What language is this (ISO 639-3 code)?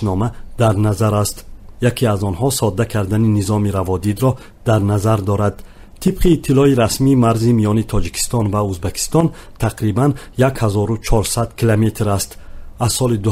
tgk